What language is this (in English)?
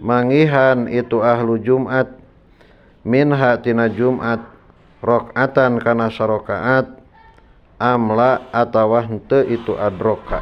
Sundanese